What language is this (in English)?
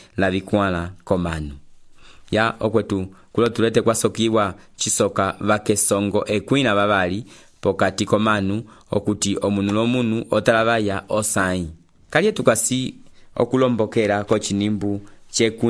Umbundu